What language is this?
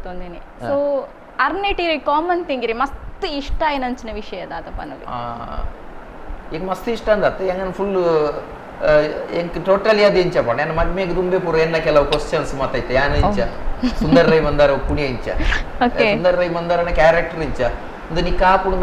Tulu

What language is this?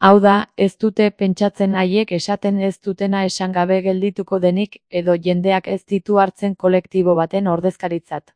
Basque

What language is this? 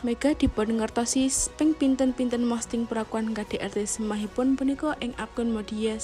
Javanese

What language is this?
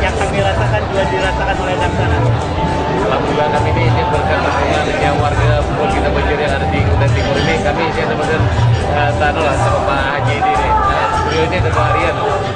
Banjar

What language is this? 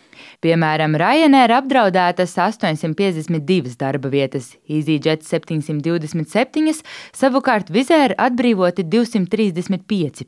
Latvian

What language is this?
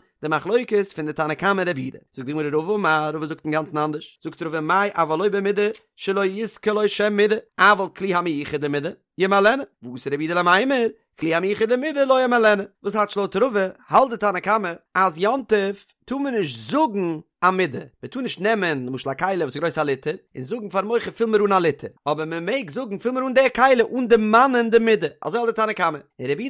Yiddish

